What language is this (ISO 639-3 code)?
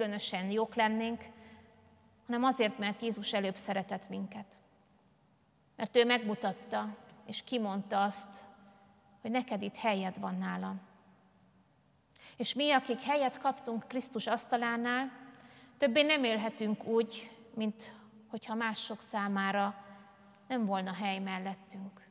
hun